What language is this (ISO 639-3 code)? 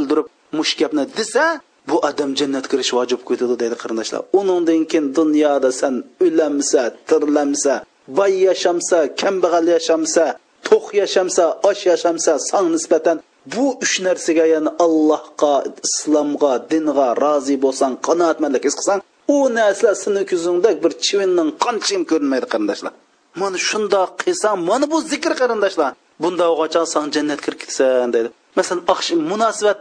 uig